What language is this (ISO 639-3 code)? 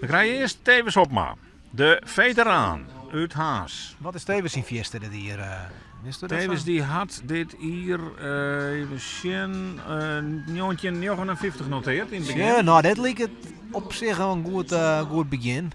fry